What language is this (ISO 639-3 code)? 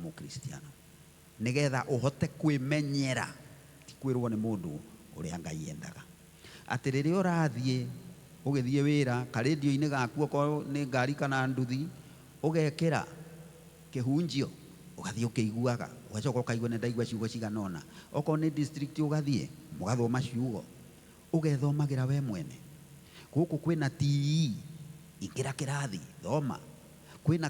kik